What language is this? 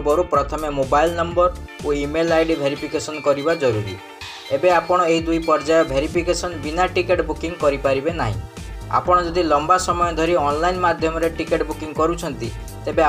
Odia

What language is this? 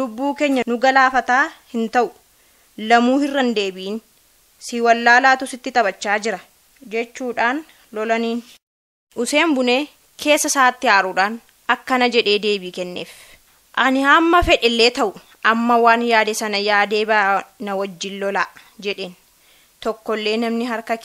Oromo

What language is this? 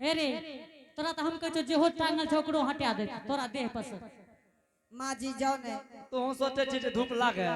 Angika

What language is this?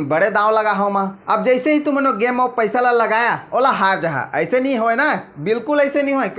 Chhattisgarhi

